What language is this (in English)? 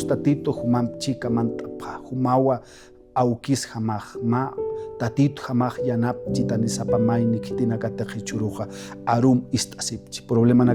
Aymara